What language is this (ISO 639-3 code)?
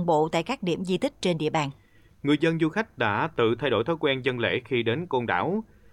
vie